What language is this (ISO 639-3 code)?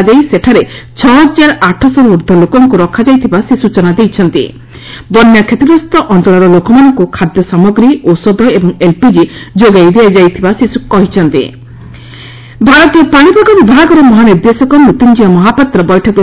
ori